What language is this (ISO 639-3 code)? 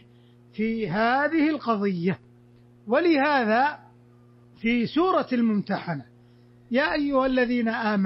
ara